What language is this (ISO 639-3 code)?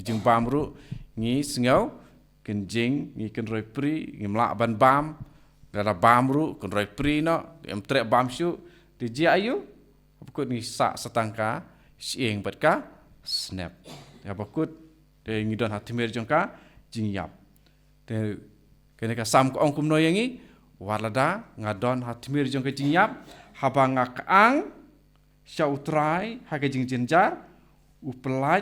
kha